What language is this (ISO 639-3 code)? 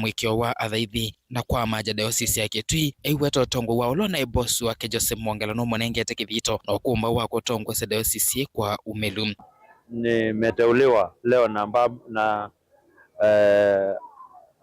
kam